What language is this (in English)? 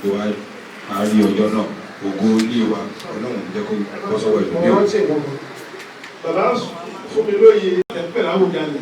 Yoruba